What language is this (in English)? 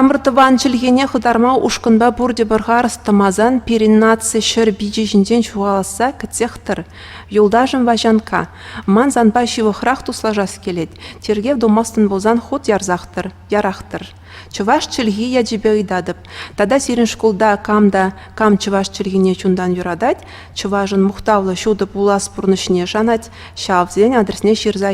Chuvash